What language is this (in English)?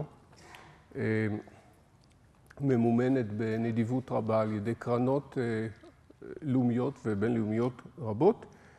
Hebrew